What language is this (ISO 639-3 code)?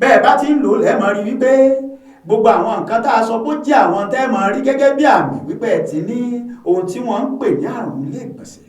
yor